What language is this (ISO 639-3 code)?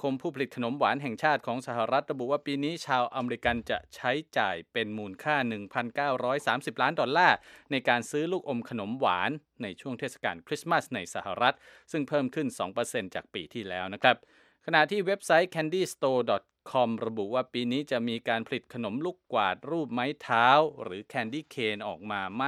tha